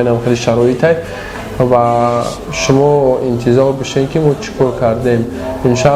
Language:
Tajik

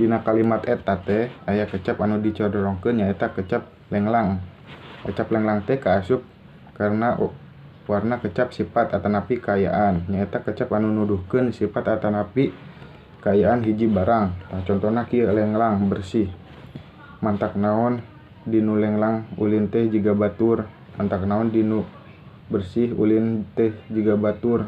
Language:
Sundanese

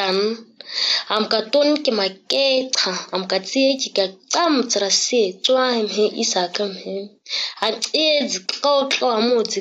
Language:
ǁGana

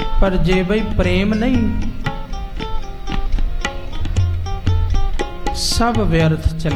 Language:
Punjabi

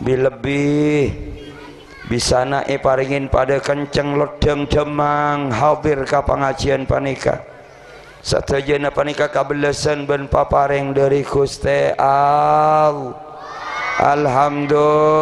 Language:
Madurese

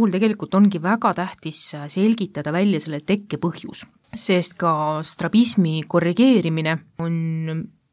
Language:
Estonian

